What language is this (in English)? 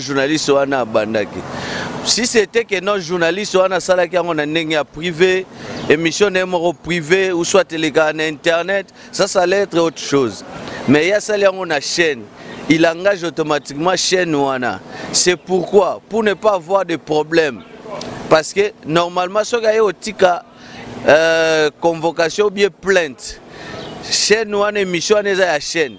Lingala